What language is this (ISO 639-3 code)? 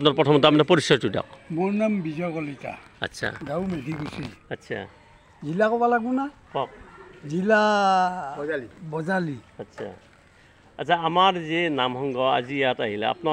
asm